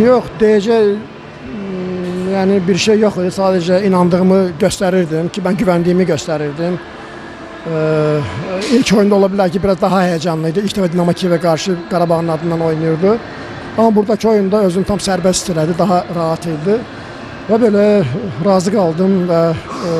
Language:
Azerbaijani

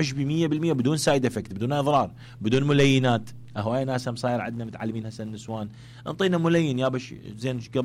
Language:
Mesopotamian Arabic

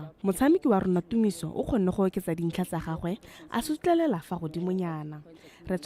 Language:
Tswana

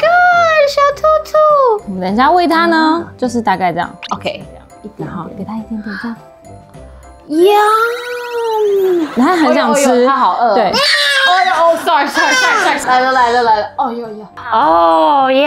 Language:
Chinese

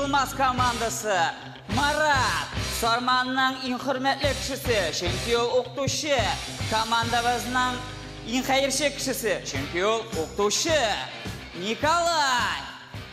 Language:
Tatar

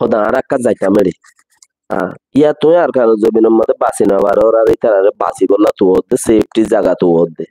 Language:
Rohingya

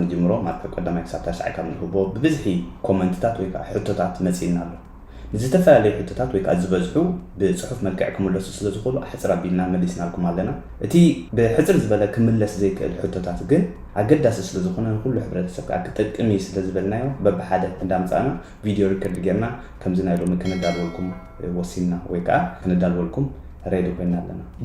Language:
Tigrinya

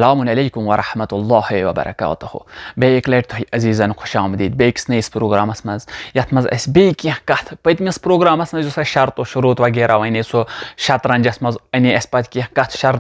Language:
Kashmiri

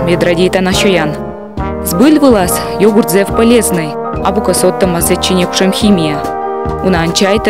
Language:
Komi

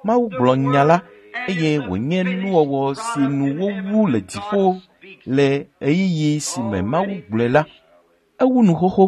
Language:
Ewe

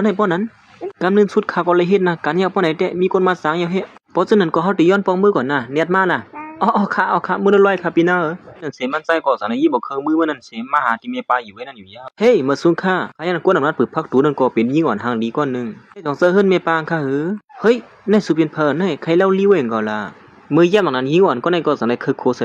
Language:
Shan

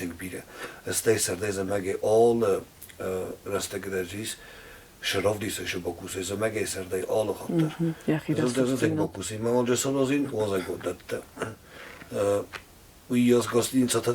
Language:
Ossetic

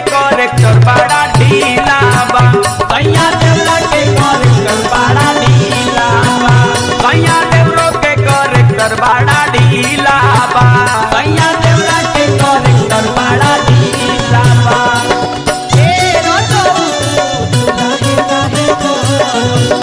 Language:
Bhojpuri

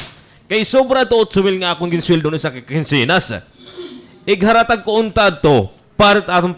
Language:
Waray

